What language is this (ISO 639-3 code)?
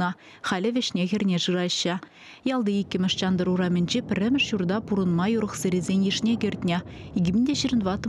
chv